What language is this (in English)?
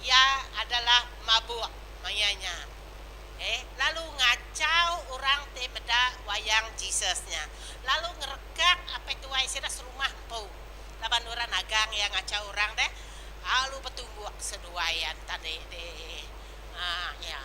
Iban